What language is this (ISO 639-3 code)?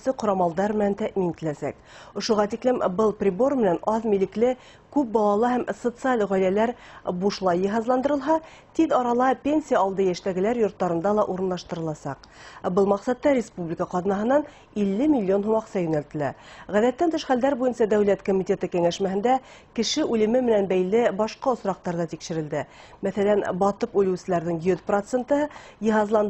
bak